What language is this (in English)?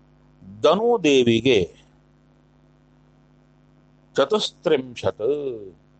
Kannada